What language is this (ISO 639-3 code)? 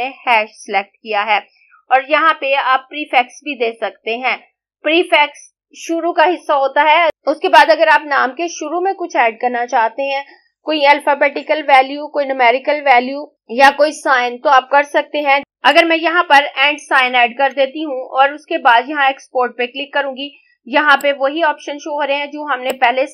hin